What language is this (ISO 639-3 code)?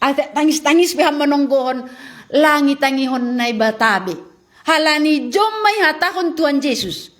bts